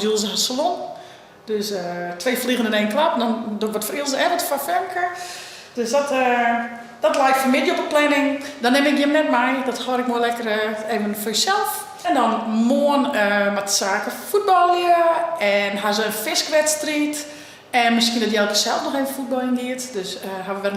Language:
Western Frisian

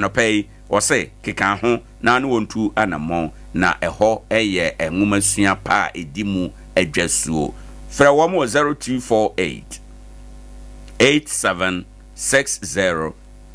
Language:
Akan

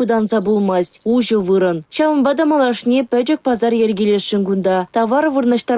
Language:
Chuvash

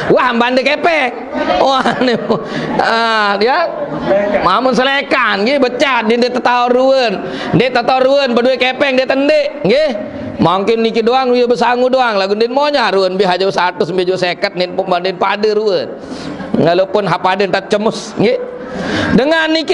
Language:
Sasak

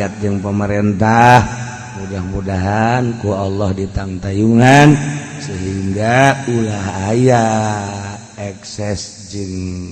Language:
Sundanese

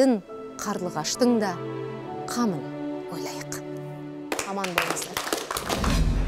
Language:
Kazakh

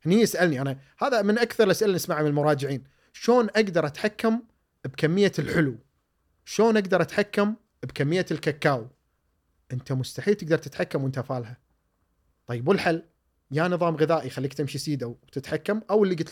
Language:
Gulf Arabic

